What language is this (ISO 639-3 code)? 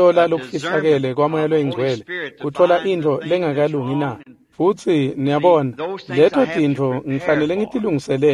ssw